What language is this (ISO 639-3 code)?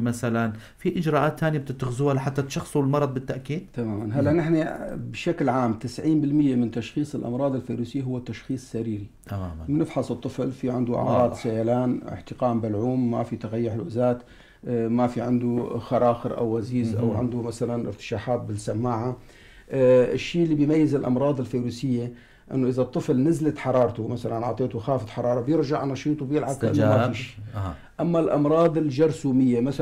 apc